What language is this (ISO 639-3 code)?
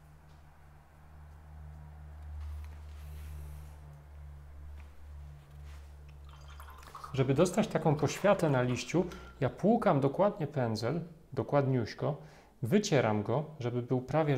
pol